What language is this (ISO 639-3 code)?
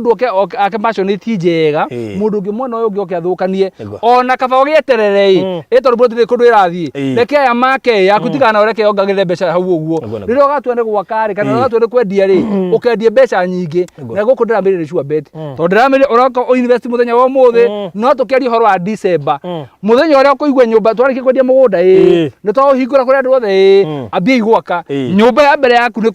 kik